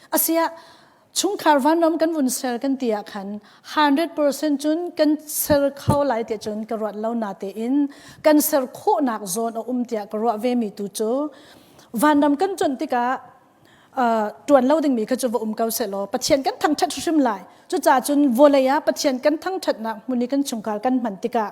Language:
Hakha Chin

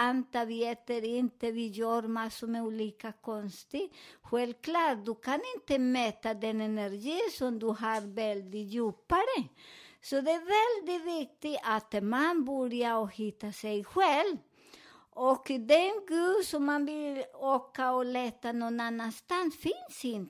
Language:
Swedish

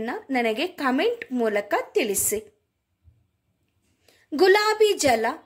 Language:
Kannada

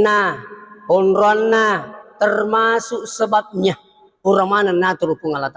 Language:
Buginese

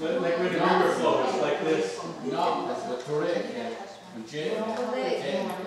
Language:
Mohawk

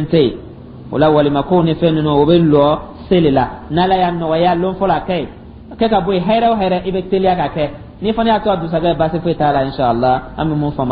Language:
Dyula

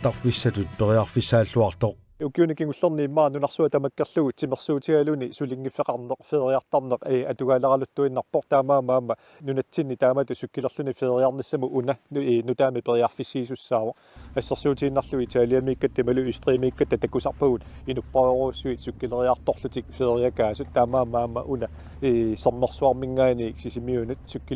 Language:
Kalaallisut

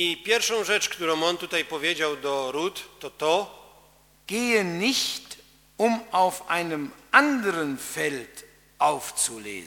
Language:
Polish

